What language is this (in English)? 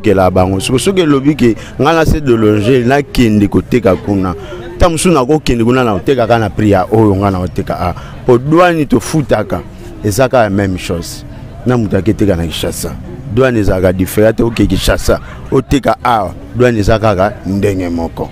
Lingala